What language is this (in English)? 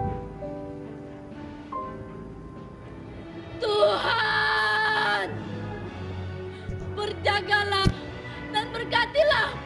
Malay